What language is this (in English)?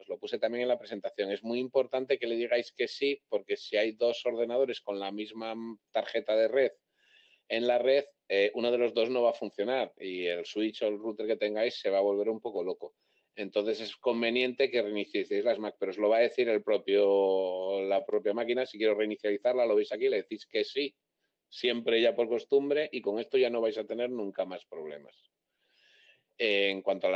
Spanish